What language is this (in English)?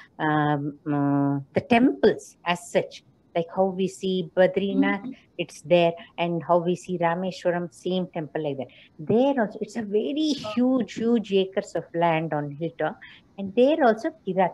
Sanskrit